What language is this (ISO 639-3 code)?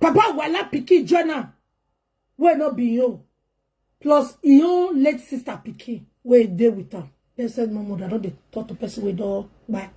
pcm